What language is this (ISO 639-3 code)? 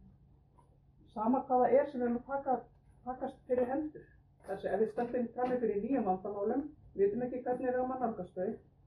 isl